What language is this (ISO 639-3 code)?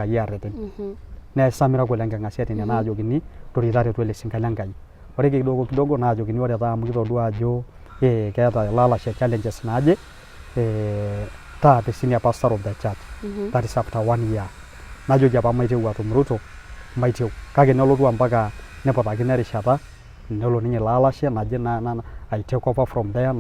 mas